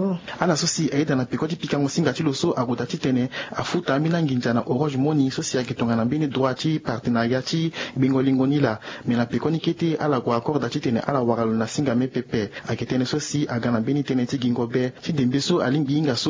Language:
Sango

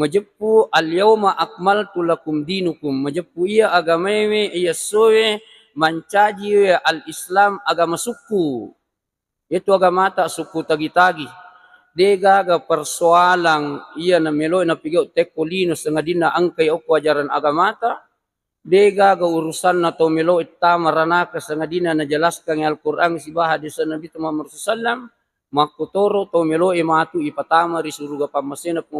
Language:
Buginese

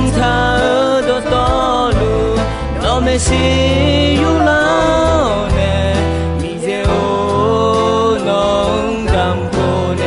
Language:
Akha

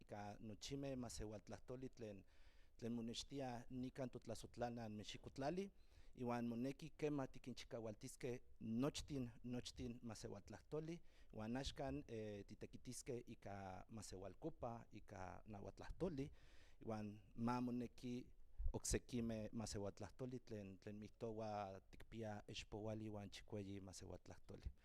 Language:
Central Nahuatl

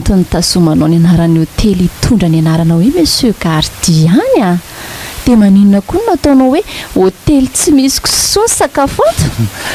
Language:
Malagasy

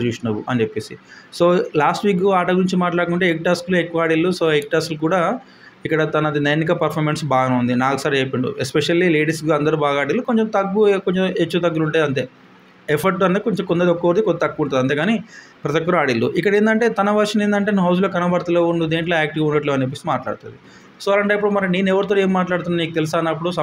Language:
Telugu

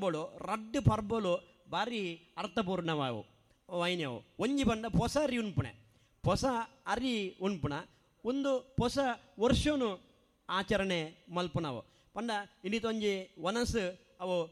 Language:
Tulu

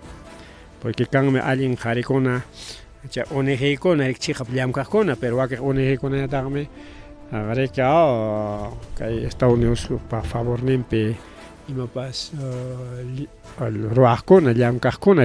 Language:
Ayacucho Quechua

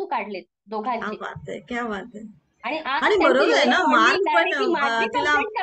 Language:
Marathi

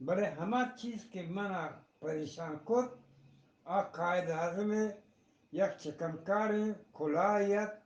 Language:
Eastern Balochi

